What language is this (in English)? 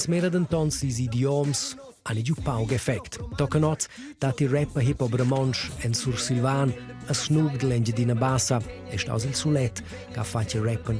Romansh